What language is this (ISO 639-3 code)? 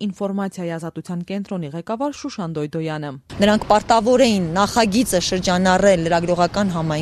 hye